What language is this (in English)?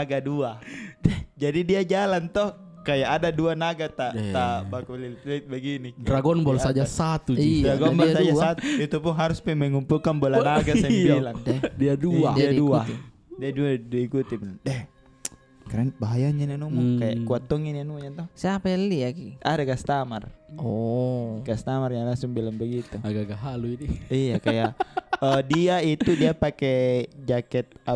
Makassar Malay